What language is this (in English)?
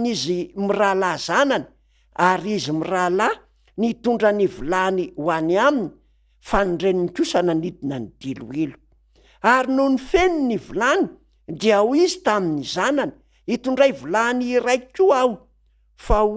Malagasy